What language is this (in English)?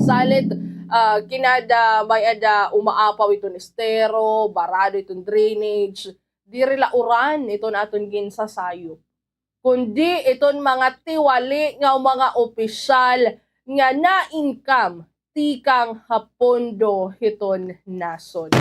Waray